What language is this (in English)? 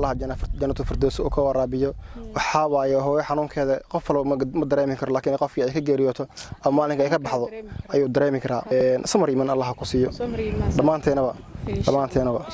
Somali